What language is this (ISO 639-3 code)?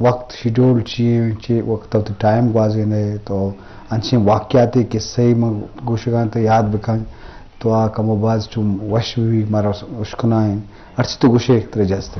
bgp